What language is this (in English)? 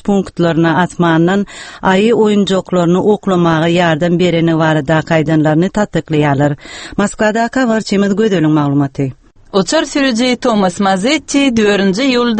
Turkmen